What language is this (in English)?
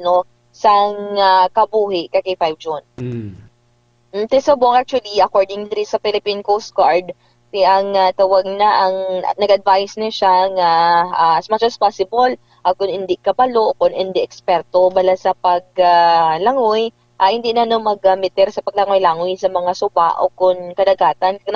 Hiligaynon